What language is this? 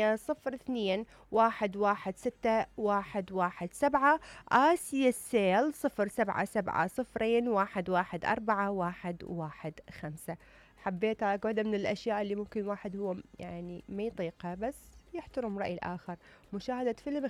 Mesopotamian Arabic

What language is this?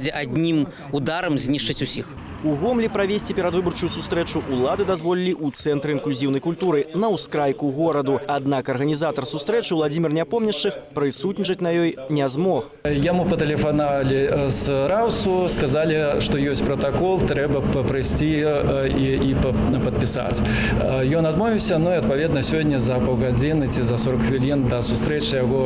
Belarusian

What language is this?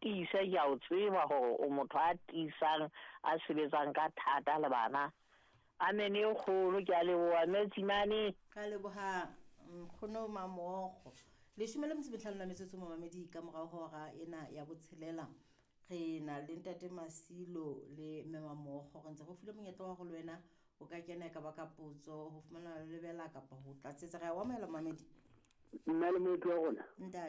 Southern Sotho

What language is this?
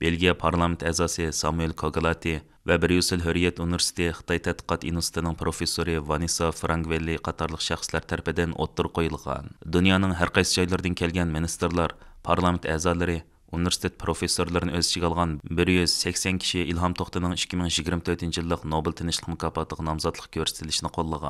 Uyghur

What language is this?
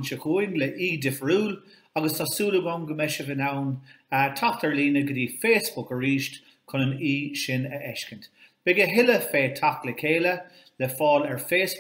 Irish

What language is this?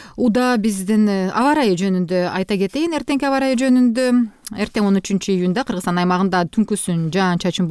Kyrgyz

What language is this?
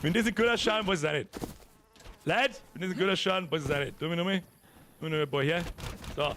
Bavarian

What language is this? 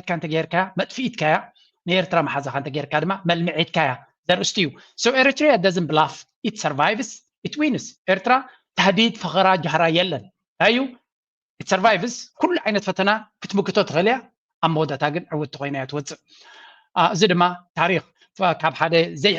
Tigrinya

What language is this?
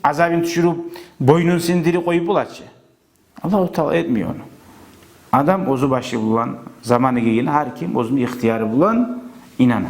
Kumyk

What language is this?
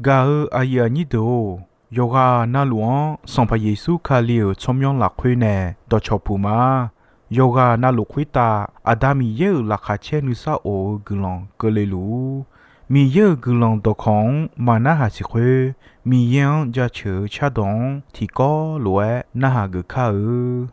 Akha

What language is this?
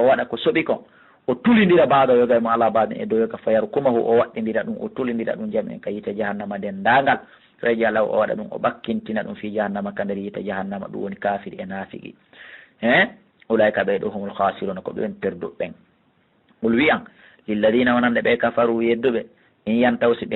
Fula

